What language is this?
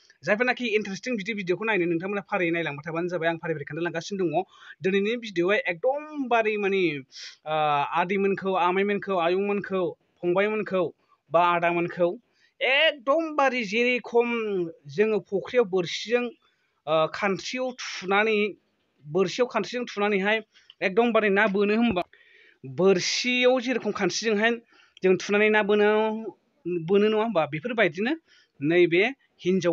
Bodo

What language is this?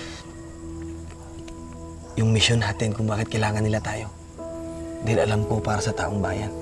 Filipino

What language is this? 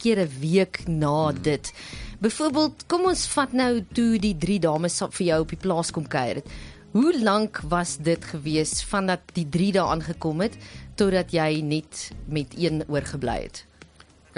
Afrikaans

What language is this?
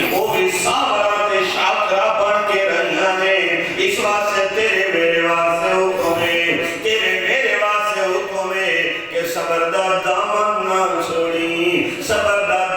Saraiki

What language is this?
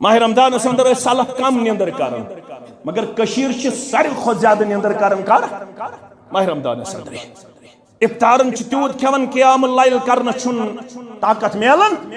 Kashmiri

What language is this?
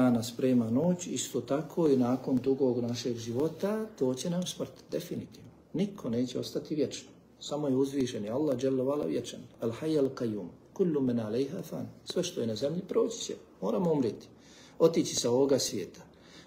Bosnian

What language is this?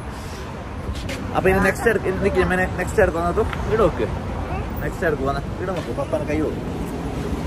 Malayalam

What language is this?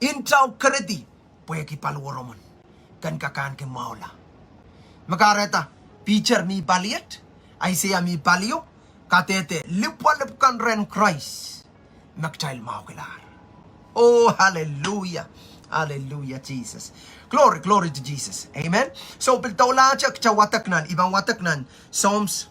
Pohnpeian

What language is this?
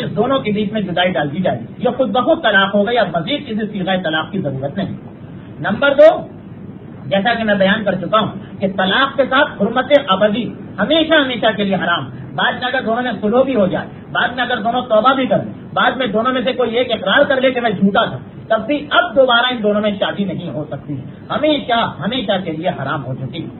Urdu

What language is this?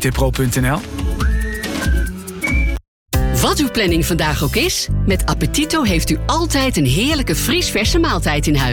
Dutch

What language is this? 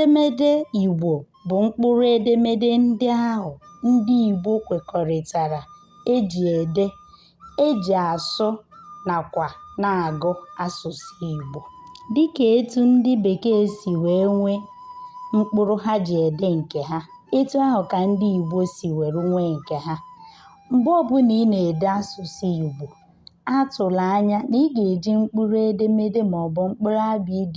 Igbo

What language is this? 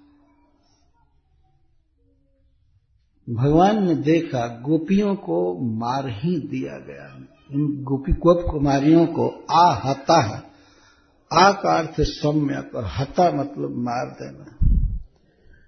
Hindi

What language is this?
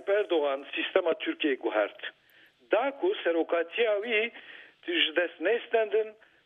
Kurdish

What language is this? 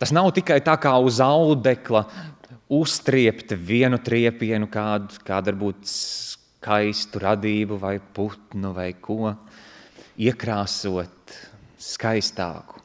Latvian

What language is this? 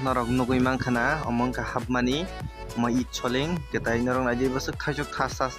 Kok Borok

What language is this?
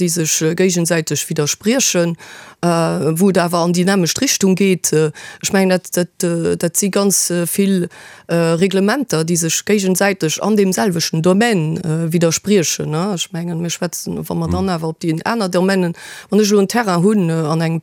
Luxembourgish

